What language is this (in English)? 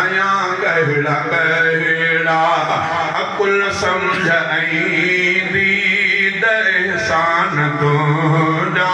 Sindhi